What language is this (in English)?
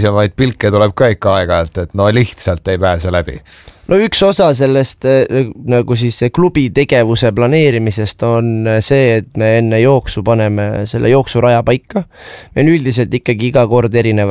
Estonian